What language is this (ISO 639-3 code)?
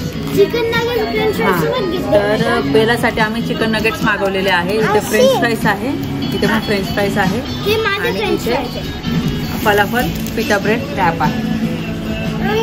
mar